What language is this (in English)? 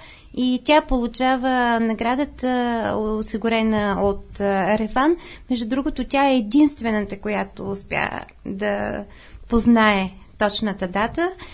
Bulgarian